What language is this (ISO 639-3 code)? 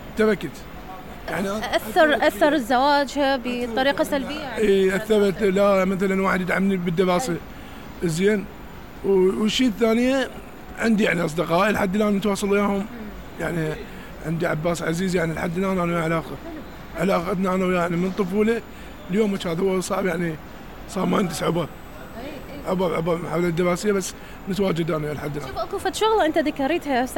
acm